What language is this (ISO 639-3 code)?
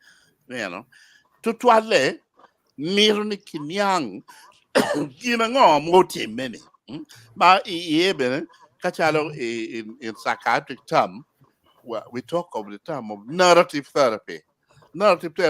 ach